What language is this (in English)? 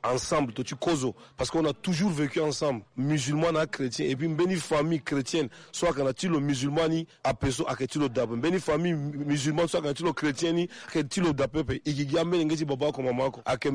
Sango